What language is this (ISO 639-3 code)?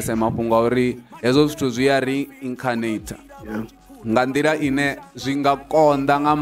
ven